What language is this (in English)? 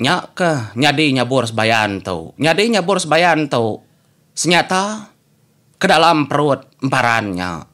Iban